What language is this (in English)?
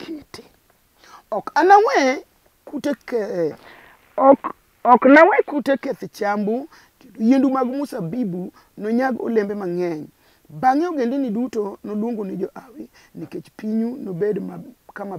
Luo (Kenya and Tanzania)